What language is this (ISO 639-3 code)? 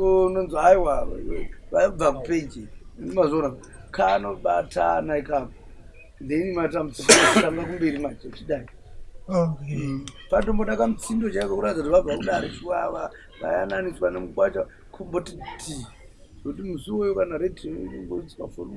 sna